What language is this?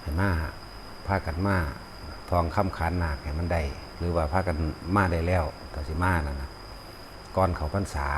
Northeastern Thai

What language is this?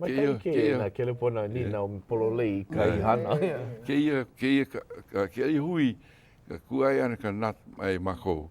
Hawaiian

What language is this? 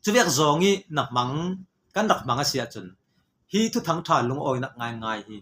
Falam Chin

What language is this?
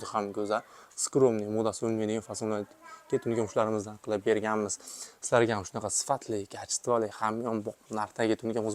Uzbek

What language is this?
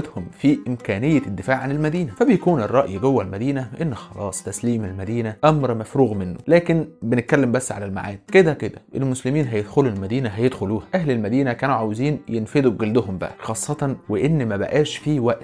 Egyptian Arabic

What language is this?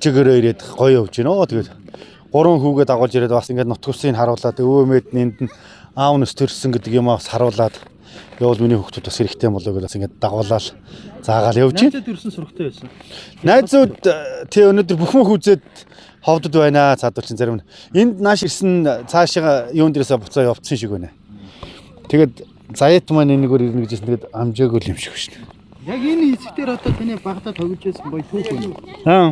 Mongolian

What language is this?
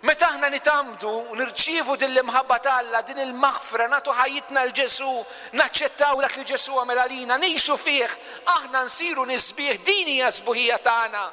Maltese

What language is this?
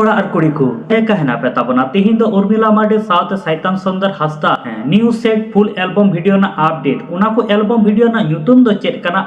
Santali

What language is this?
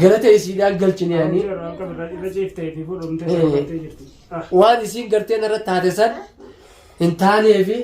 Oromo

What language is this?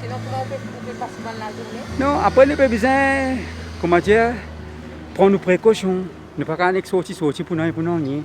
Morisyen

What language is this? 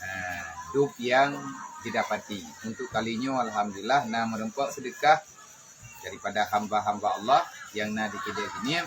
Achinese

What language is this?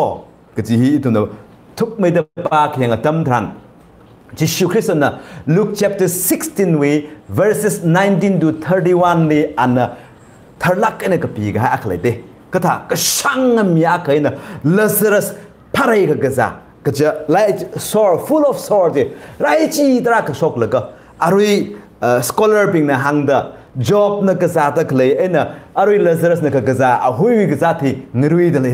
Tangkhul Naga (India)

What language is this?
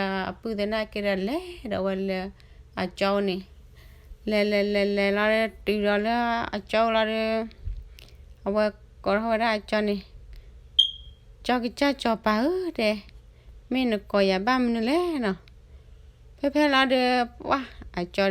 S'gaw Karen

